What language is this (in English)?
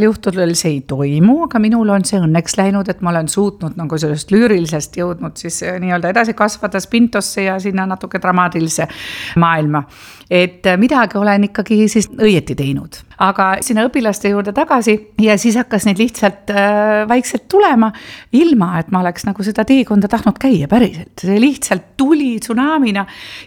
Estonian